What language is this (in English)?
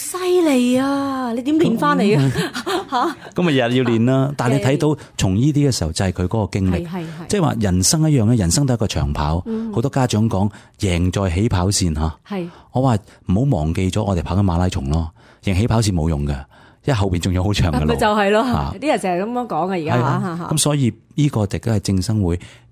Cantonese